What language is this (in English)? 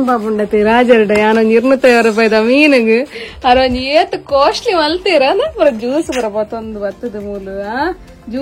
Tulu